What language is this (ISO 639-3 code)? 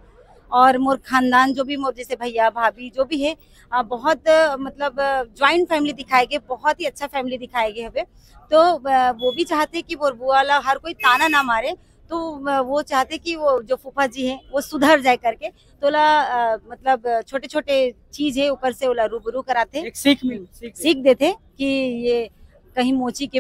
hne